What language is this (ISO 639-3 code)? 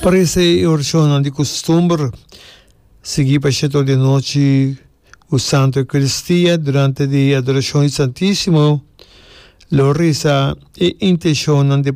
pap